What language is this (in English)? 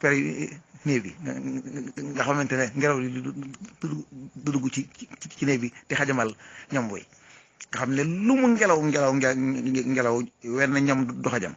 Wolof